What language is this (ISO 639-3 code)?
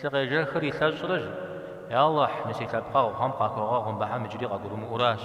kbd